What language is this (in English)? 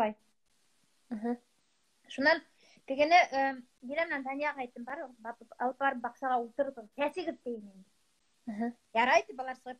Bashkir